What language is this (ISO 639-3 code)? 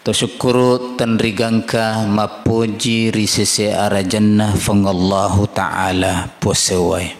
bug